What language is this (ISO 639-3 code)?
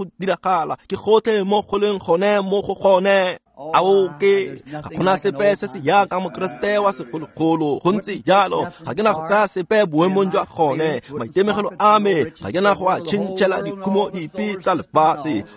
tsn